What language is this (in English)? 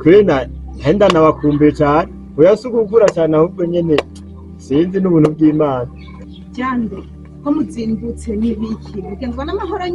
Rundi